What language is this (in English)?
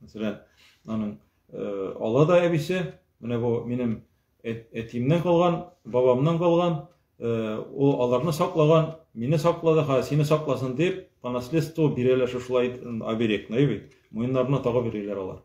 Tatar